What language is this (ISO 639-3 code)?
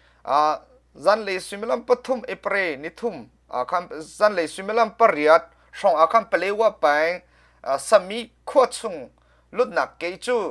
cnh